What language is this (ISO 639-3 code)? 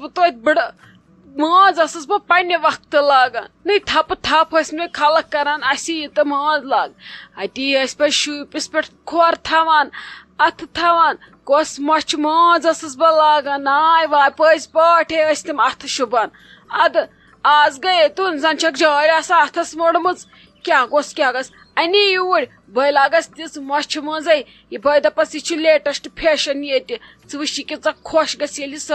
kas